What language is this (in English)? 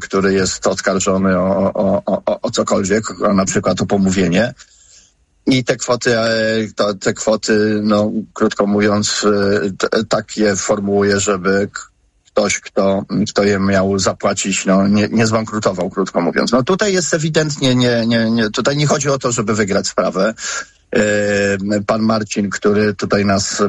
Polish